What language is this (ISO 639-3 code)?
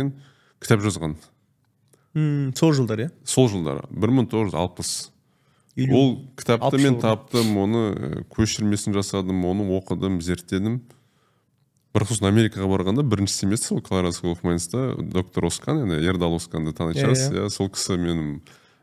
kaz